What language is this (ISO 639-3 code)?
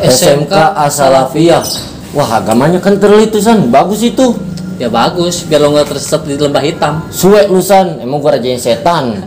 bew